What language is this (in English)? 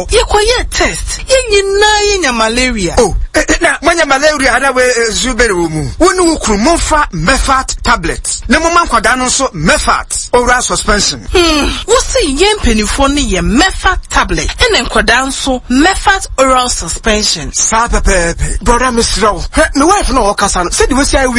Akan